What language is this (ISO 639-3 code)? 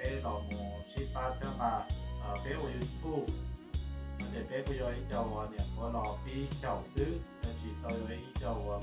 hmn